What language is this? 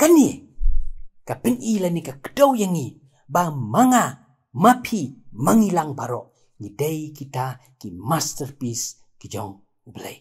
Khasi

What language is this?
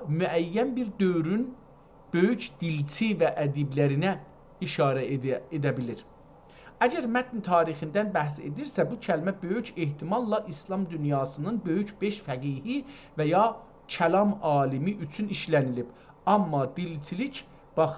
South Azerbaijani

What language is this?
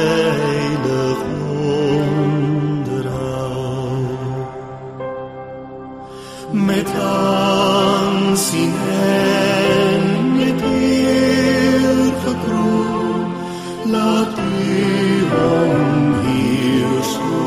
Afrikaans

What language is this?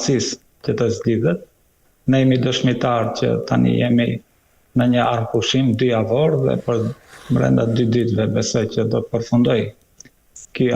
Albanian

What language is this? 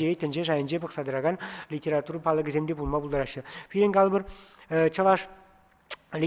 Chuvash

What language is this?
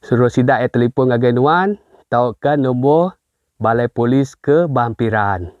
Iban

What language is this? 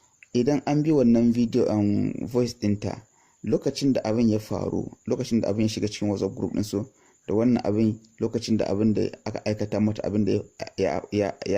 Hausa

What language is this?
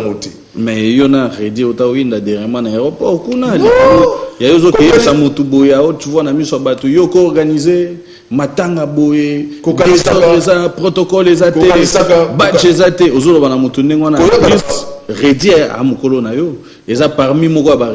Lingala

